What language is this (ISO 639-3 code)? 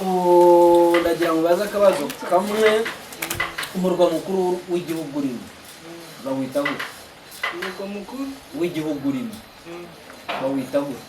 kin